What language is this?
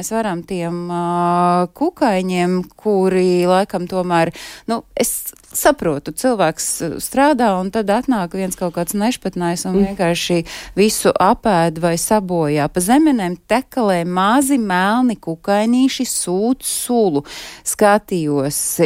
Latvian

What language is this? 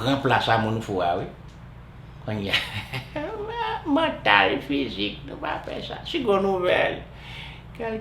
Haitian Creole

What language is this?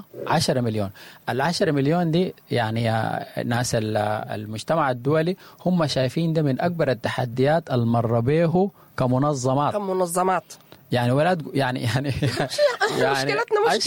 Sudanese Arabic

